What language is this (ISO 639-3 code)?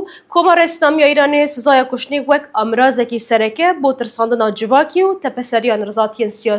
kur